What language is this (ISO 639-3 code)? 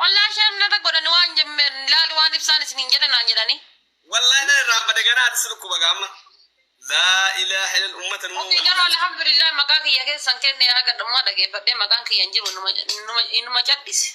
orm